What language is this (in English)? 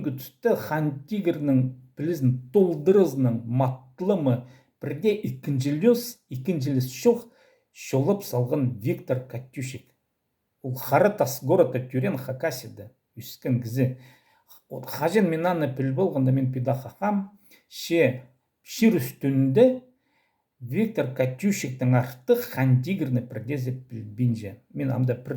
Khakas